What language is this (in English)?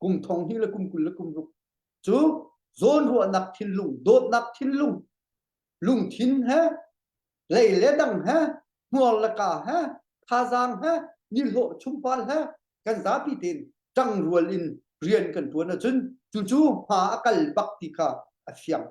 Hakha Chin